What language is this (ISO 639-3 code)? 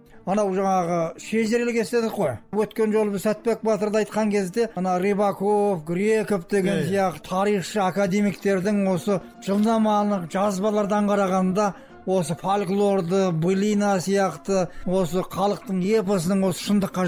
kaz